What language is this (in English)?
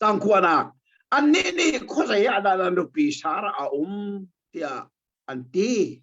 Hakha Chin